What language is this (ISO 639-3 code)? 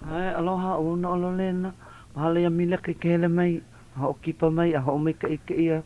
haw